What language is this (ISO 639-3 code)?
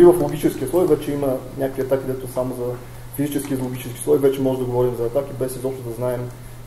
bul